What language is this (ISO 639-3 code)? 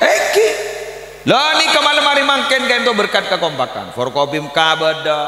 mad